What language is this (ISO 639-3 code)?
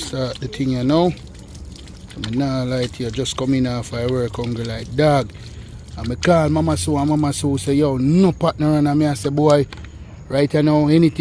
jam